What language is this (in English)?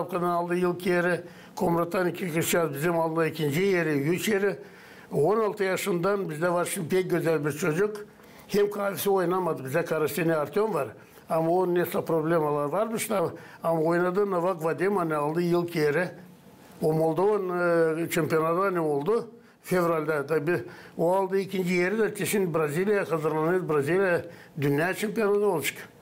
Gagauz